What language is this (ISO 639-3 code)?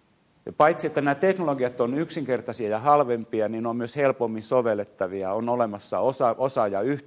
fin